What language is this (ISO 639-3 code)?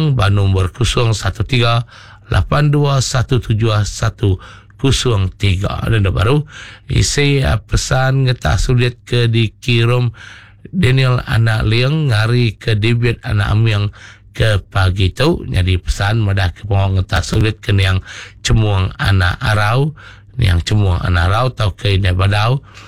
iba